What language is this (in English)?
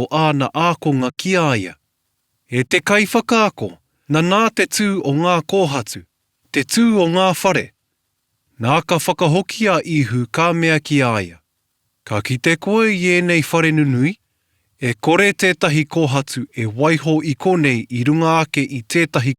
Māori